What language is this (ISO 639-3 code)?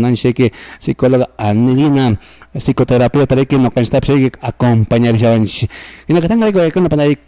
que